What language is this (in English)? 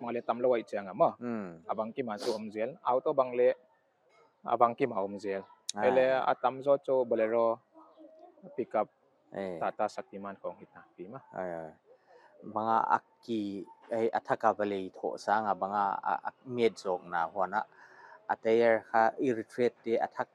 Paite Chin